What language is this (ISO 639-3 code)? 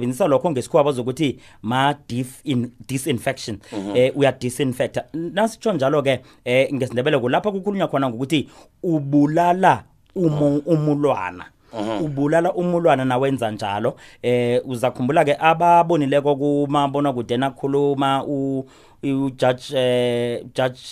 nbl